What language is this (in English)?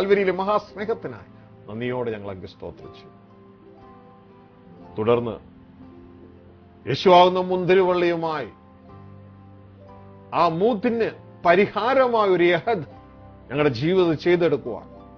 Malayalam